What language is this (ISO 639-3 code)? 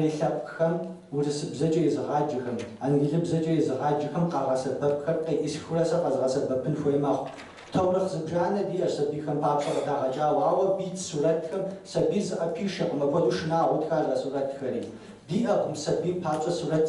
kbd